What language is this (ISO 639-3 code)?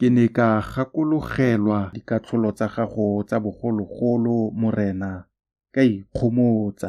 tsn